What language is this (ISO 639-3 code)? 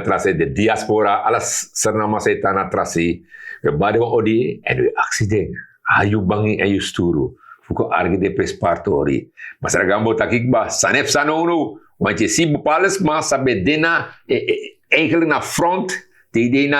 srn